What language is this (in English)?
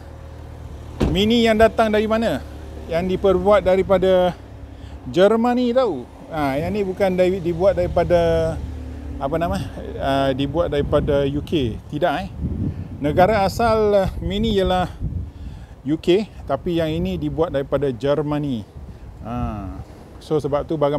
Malay